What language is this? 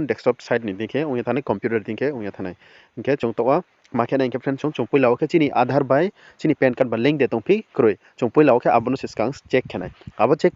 Riang (India)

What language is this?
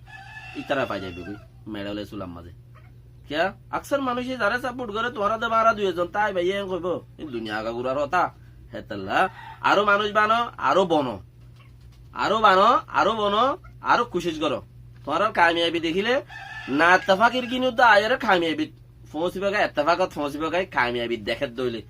Rohingya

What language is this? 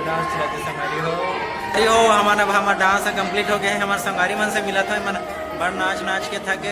Chhattisgarhi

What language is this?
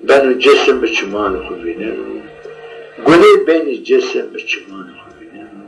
Zaza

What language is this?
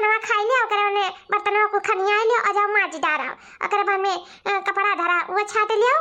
Awadhi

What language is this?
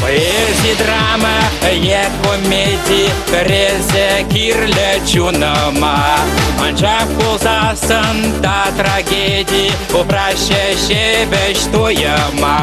Chuvash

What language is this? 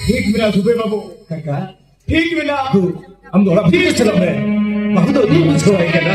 Santali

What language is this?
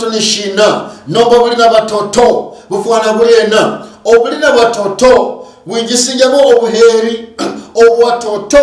Luyia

